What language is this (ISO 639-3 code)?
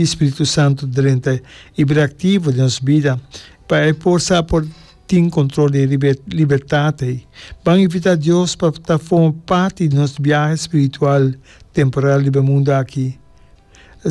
pap